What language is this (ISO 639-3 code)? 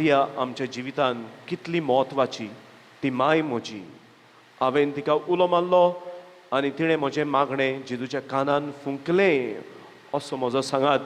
kok